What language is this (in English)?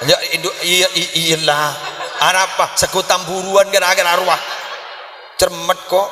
Madurese